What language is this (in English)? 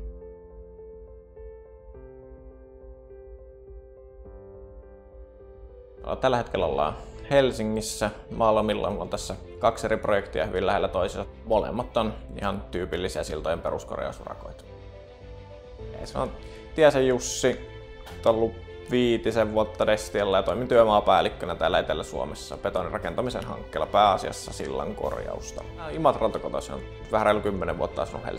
Finnish